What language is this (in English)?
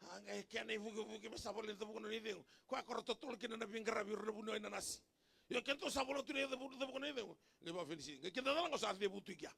Fijian